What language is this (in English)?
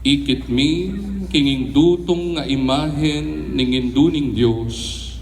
Pampanga